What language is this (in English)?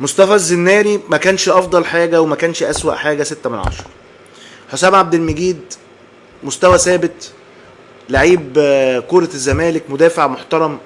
Egyptian Arabic